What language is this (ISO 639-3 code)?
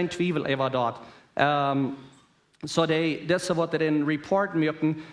pdt